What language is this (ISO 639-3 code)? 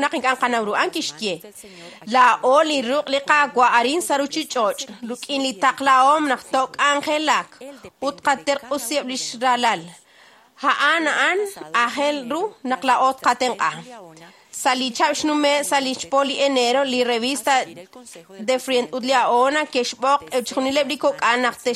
kek